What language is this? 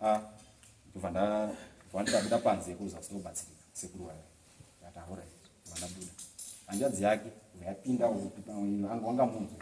Shona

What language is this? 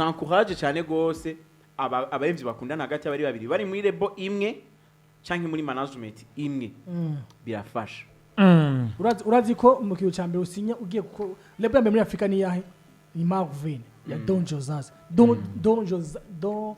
Rundi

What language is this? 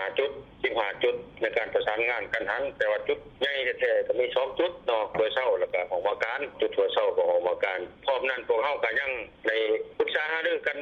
Lao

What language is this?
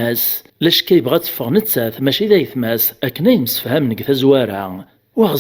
Kabyle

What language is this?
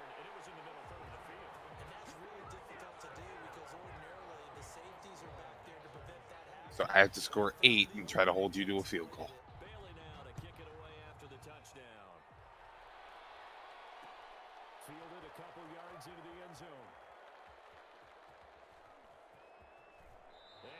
English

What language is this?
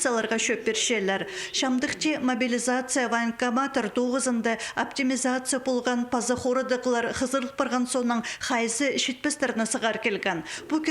Khakas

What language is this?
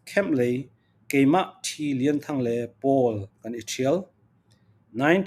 Falam Chin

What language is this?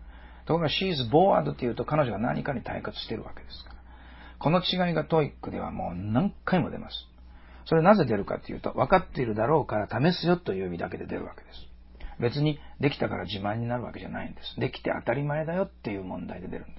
Japanese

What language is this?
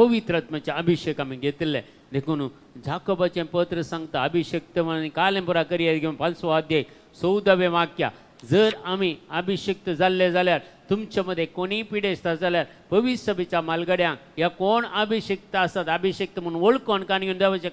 Konkani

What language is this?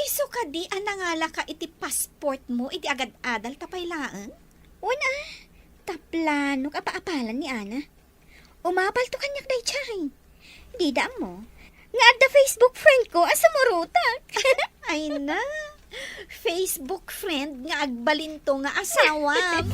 Iloko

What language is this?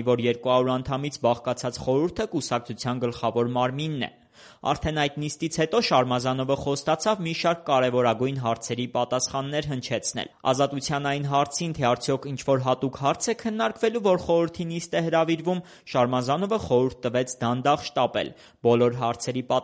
Armenian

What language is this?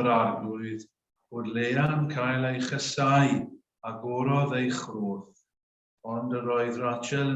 Welsh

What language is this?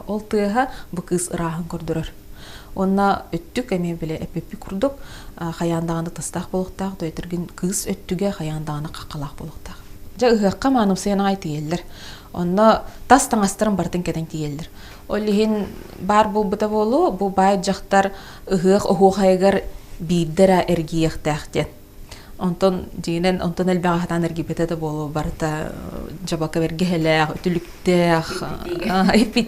Yakut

